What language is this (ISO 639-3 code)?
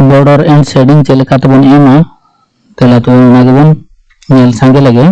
sat